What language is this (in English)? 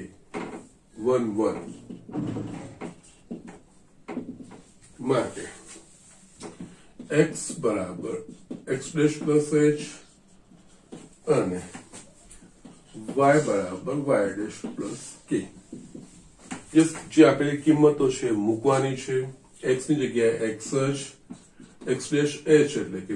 Gujarati